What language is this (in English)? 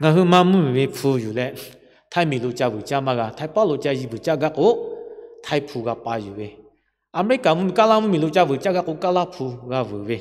Lahu